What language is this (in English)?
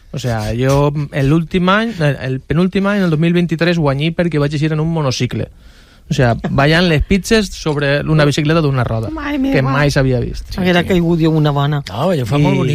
Catalan